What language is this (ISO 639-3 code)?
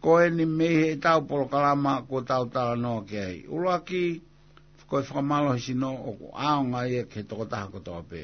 ton